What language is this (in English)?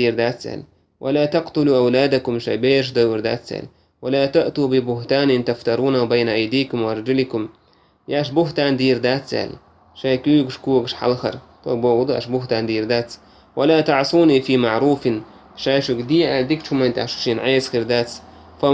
Chechen